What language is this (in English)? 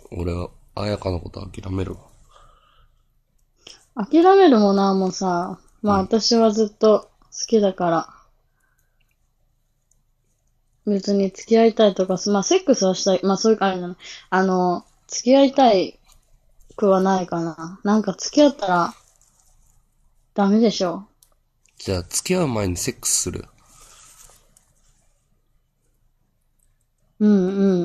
Japanese